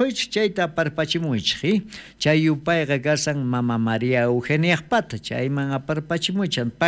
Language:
South Bolivian Quechua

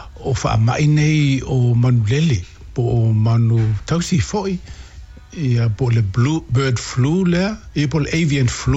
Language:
Samoan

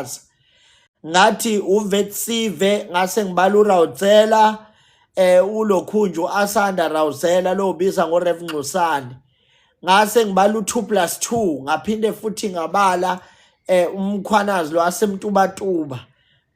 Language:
Zulu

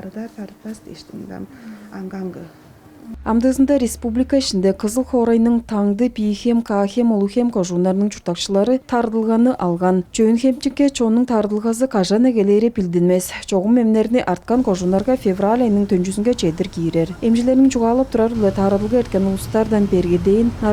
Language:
Tuvinian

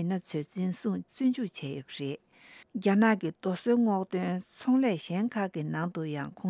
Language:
Tibetan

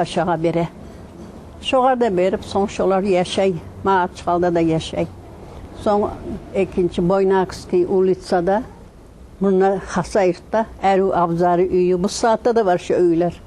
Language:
Kumyk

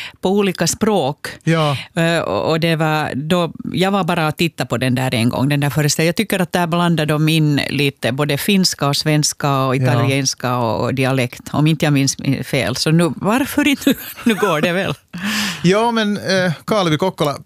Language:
Swedish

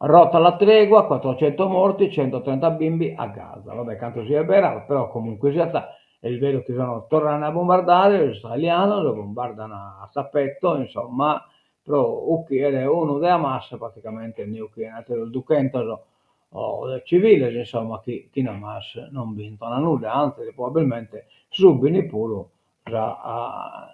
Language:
Sardinian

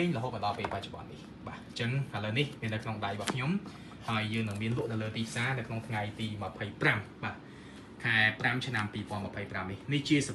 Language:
Khmer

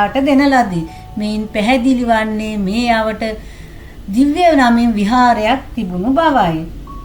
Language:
Sinhala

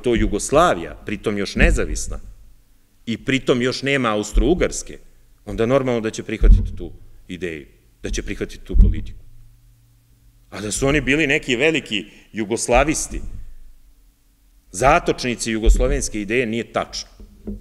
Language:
Serbian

